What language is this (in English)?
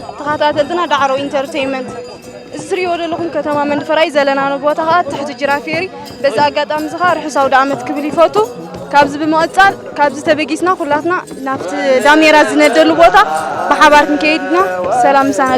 Tigrinya